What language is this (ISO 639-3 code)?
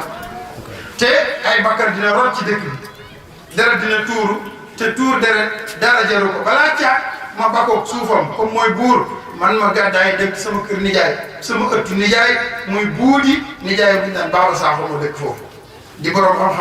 wol